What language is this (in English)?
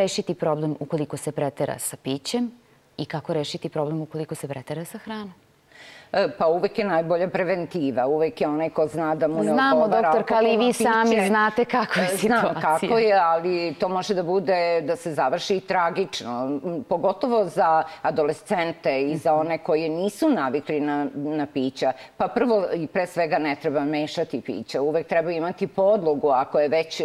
Serbian